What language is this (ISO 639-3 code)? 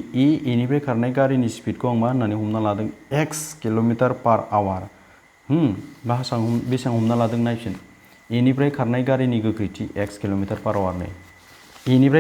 brx